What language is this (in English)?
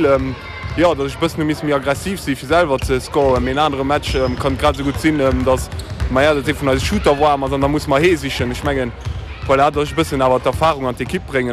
Luxembourgish